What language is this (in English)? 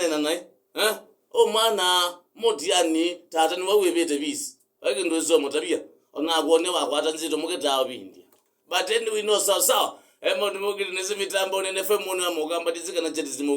Kamba